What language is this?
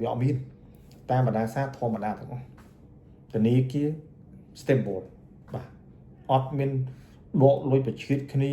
Khmer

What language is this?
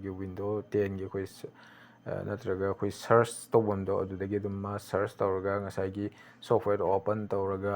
Manipuri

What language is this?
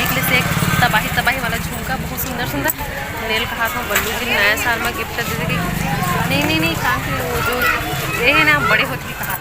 Chhattisgarhi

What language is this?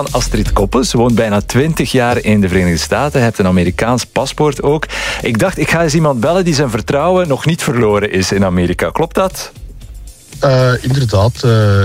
Dutch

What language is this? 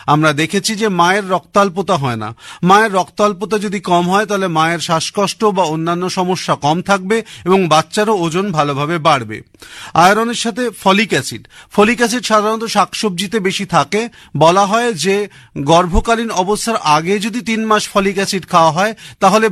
Bangla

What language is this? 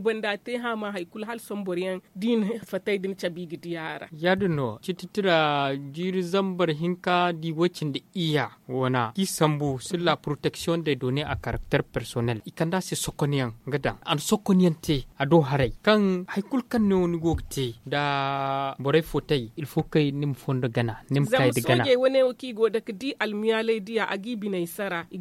Zarma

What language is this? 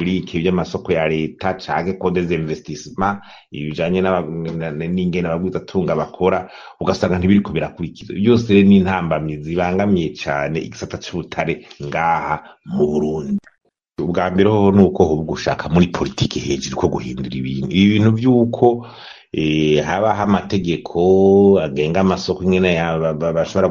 Rundi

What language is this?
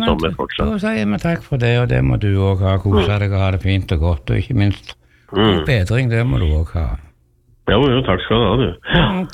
Norwegian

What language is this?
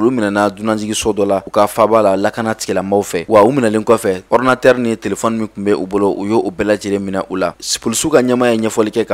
Bambara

